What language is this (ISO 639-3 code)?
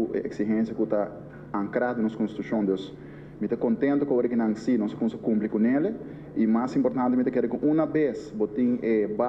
pap